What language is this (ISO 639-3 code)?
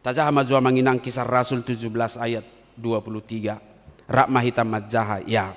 bbc